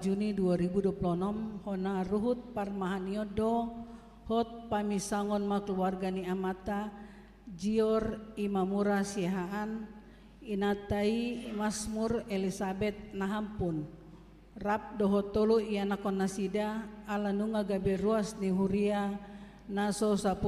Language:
Batak Toba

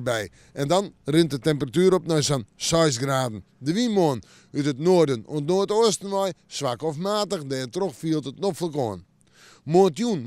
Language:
Western Frisian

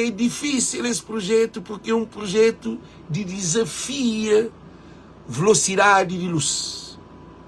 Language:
Kabuverdianu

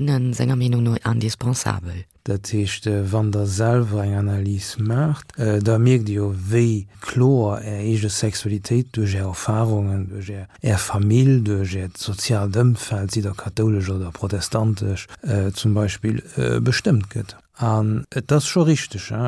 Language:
Luxembourgish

